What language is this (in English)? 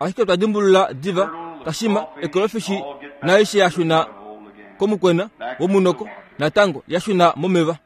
Kuanyama